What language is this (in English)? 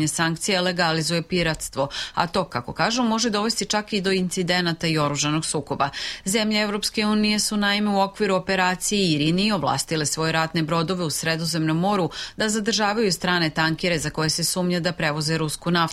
Serbian